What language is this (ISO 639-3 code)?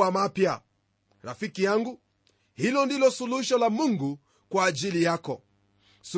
swa